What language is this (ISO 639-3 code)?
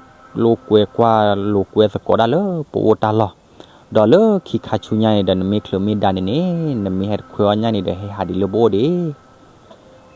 ksw